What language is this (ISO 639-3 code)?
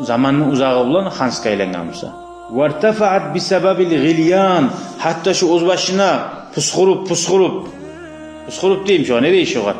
kum